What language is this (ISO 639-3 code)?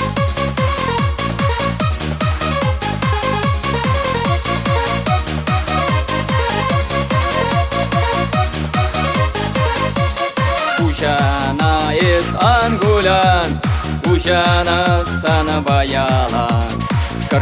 chv